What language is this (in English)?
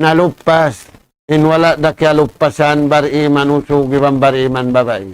Tausug